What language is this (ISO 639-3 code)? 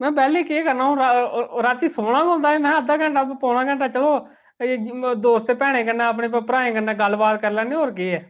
doi